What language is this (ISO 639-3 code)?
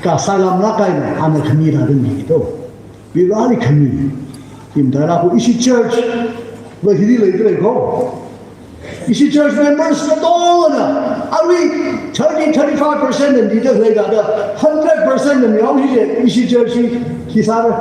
nmf